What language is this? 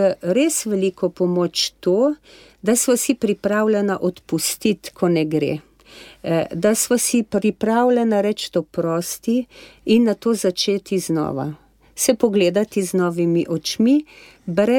Slovenian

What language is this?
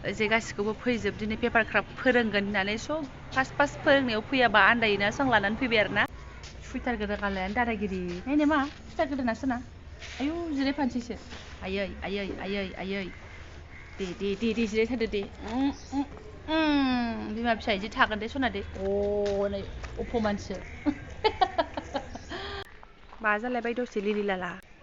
Bodo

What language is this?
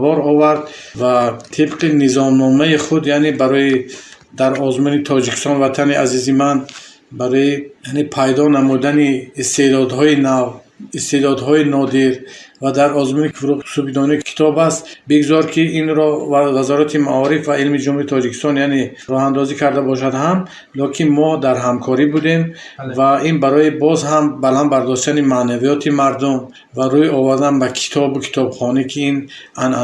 Tajik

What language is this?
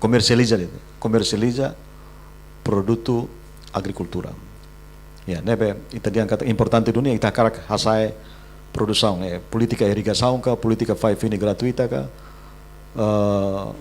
Tetum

